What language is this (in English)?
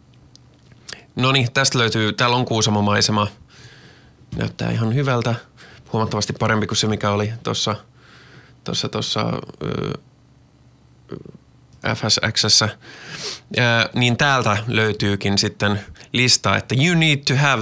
Finnish